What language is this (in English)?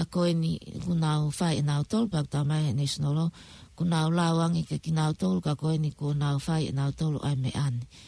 Tongan